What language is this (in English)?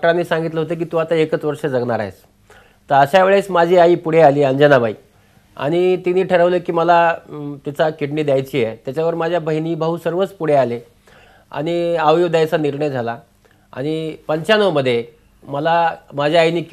Marathi